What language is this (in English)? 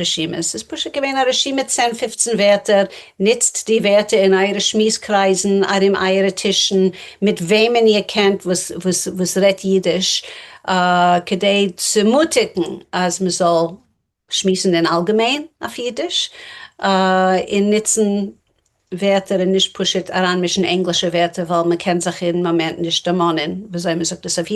Yiddish